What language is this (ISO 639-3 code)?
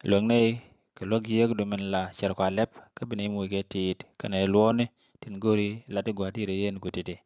nus